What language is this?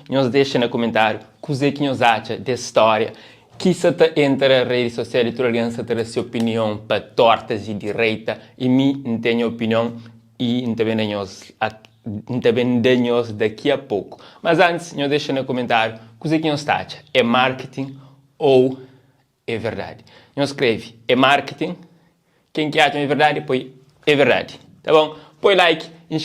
Kabuverdianu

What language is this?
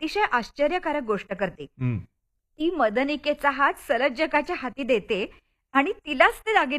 Marathi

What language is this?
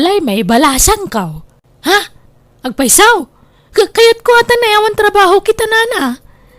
Iloko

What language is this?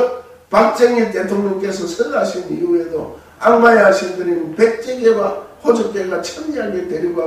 Korean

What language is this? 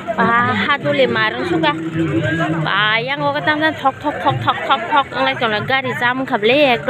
Kok Borok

